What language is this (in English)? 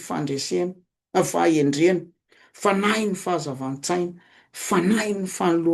Malagasy